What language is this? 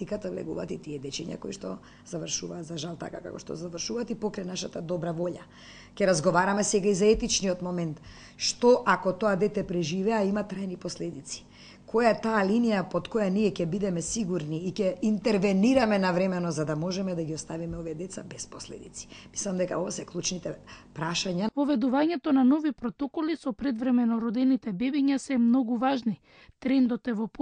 Macedonian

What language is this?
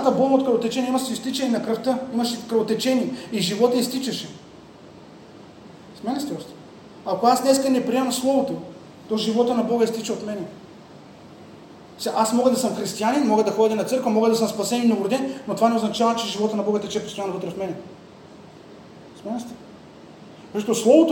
Bulgarian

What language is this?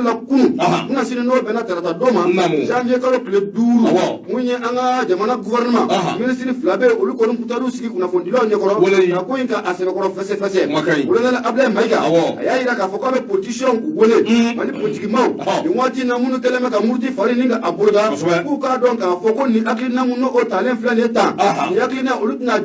Bambara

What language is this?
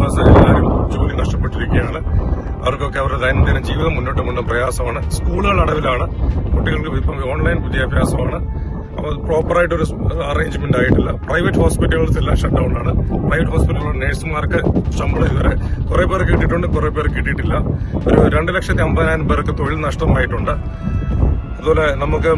Malayalam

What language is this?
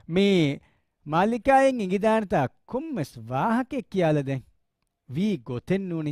Divehi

